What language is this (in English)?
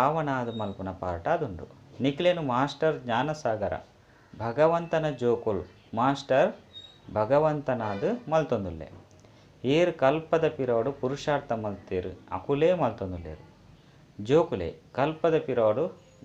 Tulu